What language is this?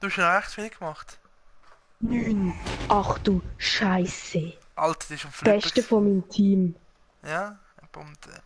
Swiss German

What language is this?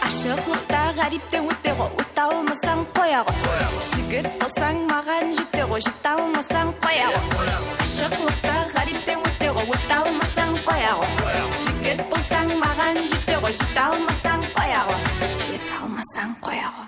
Kara-Kalpak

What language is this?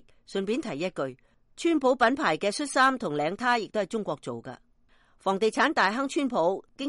Cantonese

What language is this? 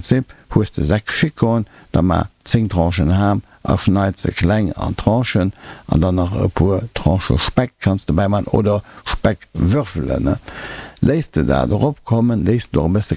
Luxembourgish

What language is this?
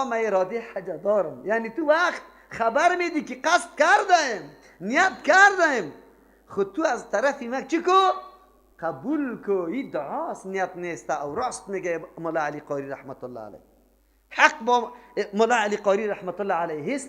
Persian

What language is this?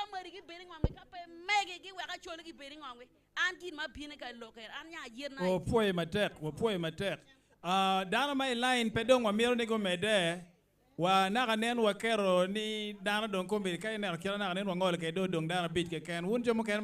Acoli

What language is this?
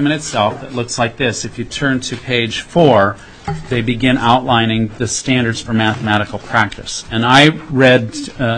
English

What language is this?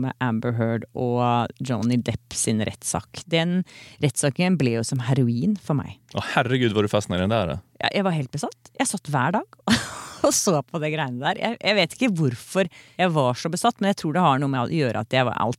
Norwegian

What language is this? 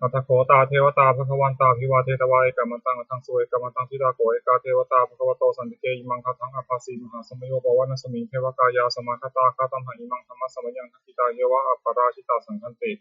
Pali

